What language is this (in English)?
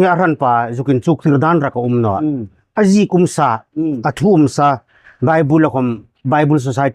Hmar